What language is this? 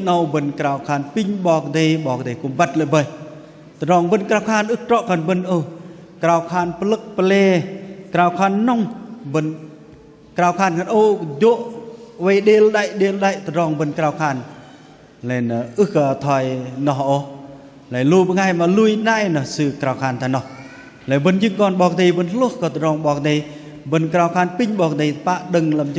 Bahnar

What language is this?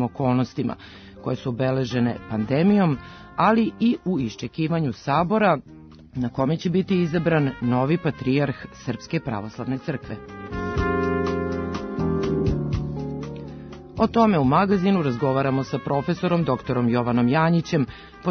Serbian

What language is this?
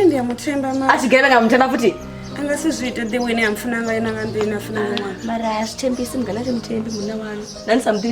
Venda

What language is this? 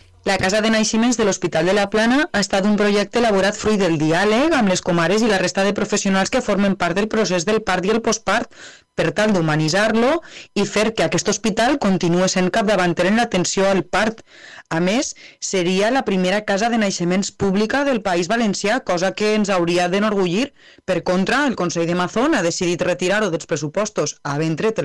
Catalan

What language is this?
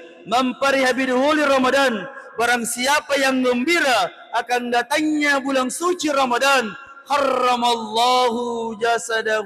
Buginese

